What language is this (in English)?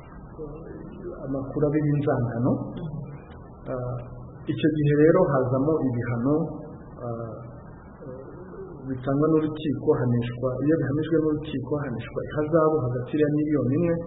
Kinyarwanda